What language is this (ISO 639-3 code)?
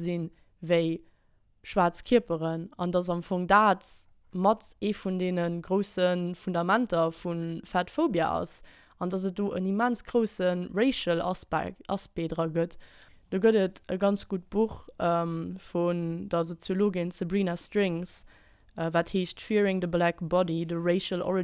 ltz